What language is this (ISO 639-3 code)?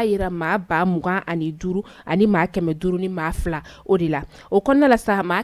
bam